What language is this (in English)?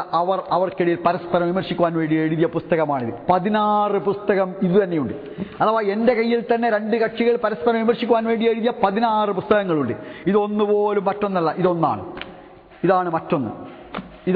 Malayalam